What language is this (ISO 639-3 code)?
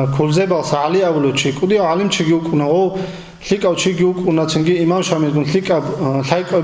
ava